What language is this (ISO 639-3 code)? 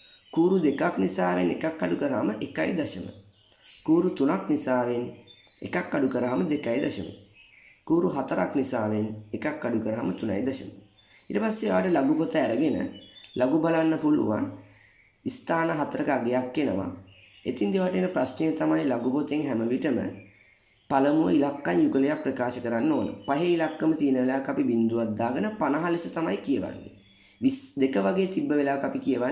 sin